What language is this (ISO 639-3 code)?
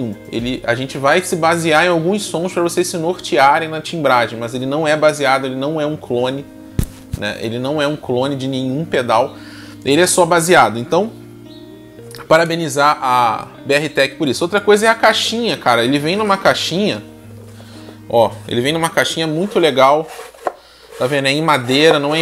por